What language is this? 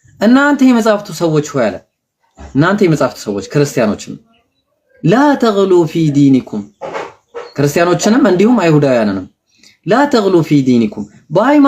Amharic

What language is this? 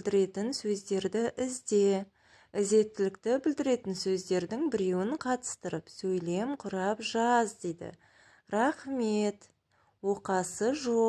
Kazakh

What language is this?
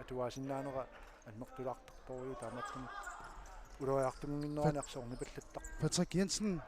Kalaallisut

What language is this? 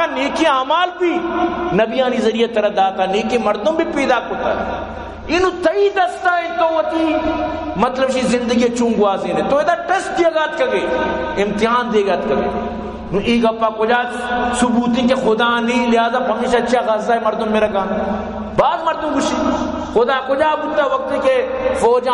Baluchi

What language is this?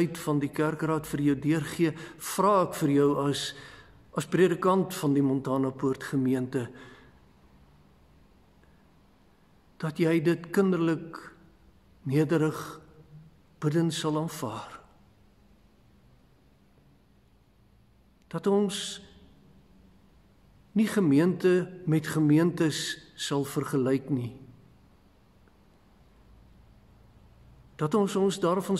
Afrikaans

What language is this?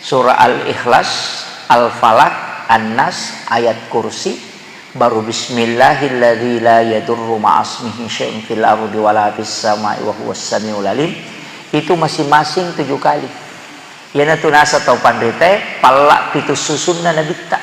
Buginese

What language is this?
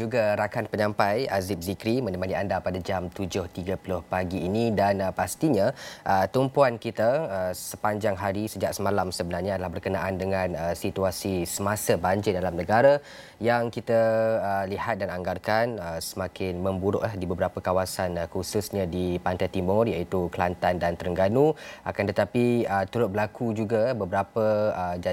Malay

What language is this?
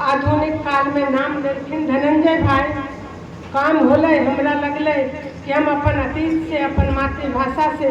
Magahi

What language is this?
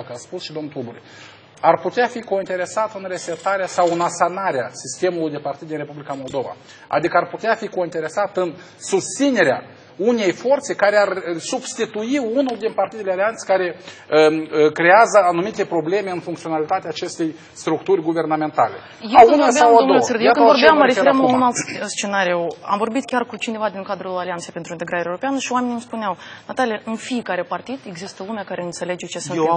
Romanian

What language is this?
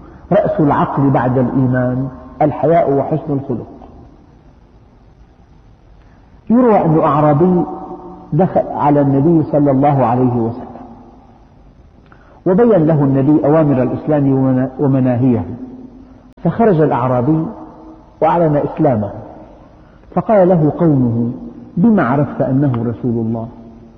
Arabic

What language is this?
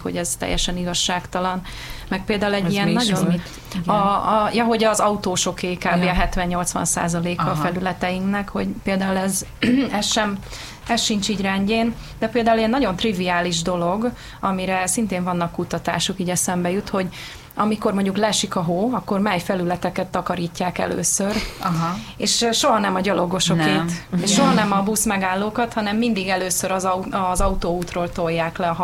Hungarian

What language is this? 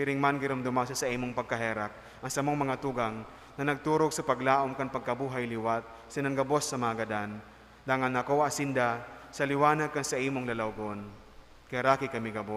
Bikol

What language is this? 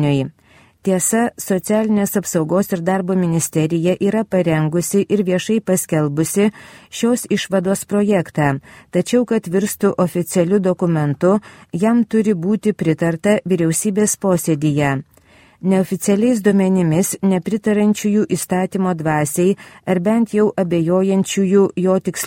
Lithuanian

